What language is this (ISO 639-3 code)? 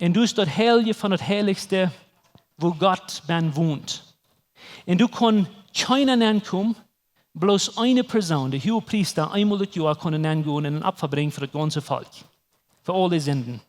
pdt